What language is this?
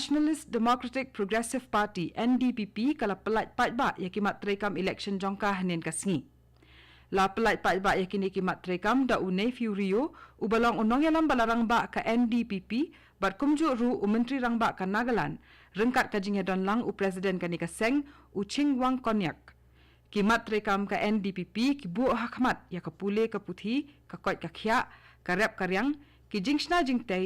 Khasi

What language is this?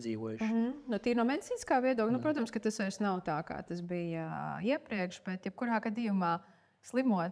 Latvian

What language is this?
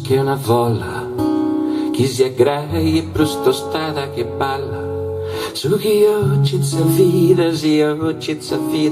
Sardinian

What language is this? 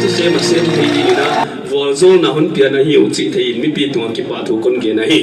Paite Chin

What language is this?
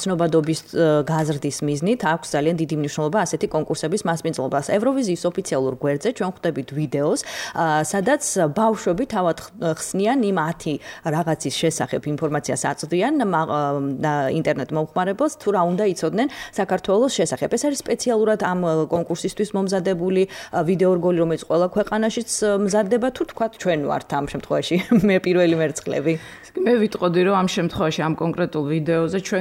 Georgian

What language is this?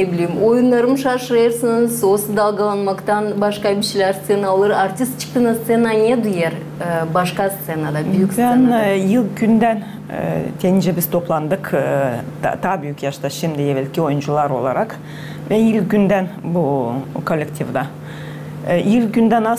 Gagauz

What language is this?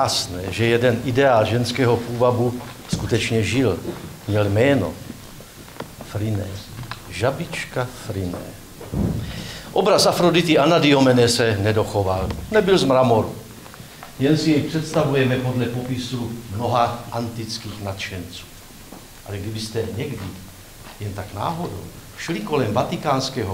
Czech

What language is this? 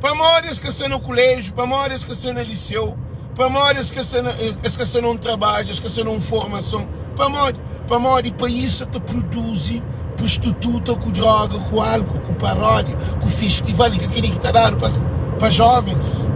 Kabuverdianu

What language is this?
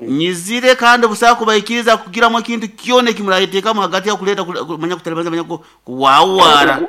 Nyankole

